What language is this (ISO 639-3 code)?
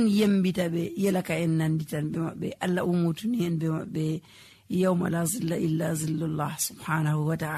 fuv